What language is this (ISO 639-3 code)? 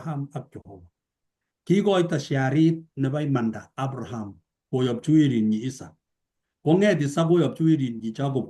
kln